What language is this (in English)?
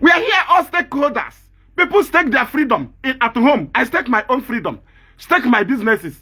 Igbo